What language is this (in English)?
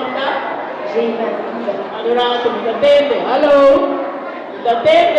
Papiamento